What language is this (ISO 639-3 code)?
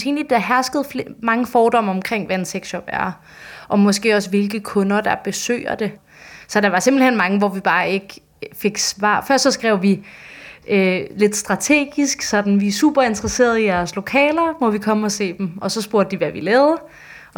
dan